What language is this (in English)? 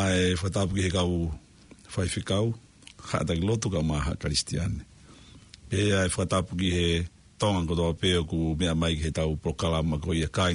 Tongan